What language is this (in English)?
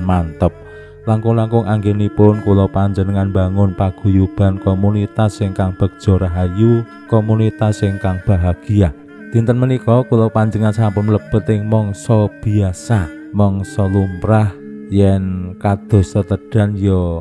Javanese